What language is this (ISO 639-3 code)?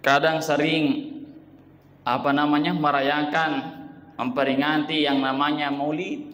bug